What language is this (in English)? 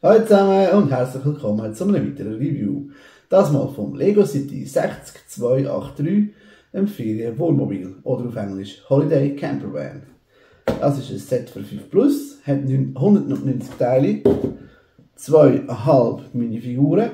Swiss German